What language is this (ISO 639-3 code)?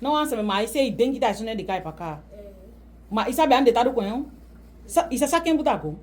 srm